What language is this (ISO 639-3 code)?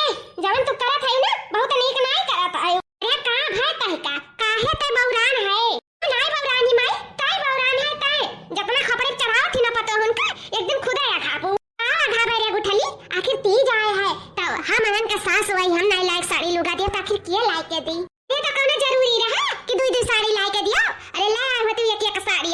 awa